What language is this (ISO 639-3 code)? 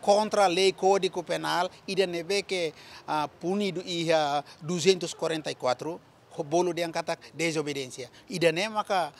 tet